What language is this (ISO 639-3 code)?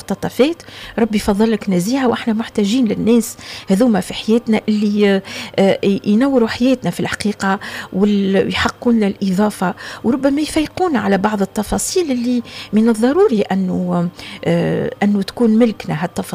aeb